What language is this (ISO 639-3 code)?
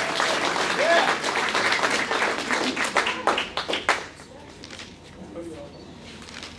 eng